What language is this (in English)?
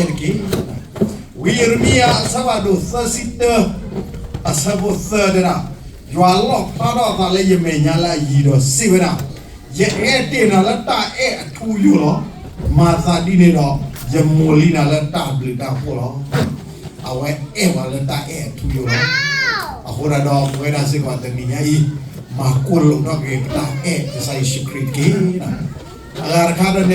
S'gaw Karen